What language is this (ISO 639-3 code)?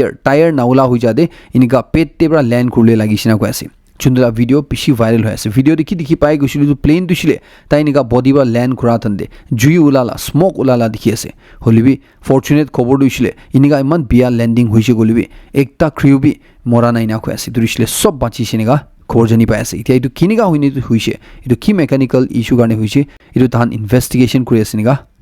nag